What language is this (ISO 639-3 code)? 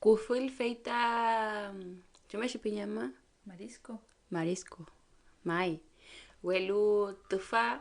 arn